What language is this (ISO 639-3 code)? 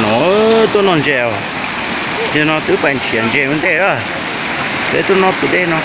hmn